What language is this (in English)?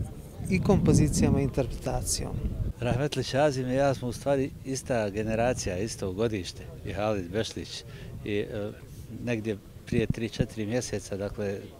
Bosnian